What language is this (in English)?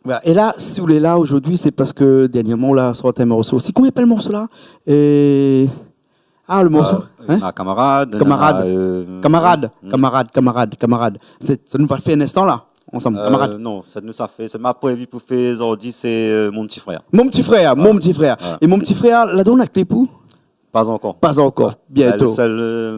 Réunion Creole French